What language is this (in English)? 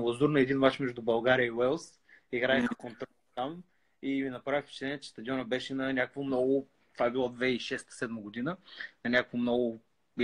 Bulgarian